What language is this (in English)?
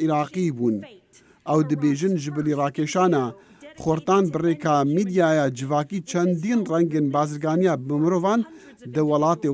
Kurdish